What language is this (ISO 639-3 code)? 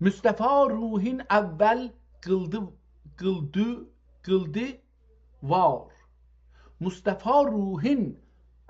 azb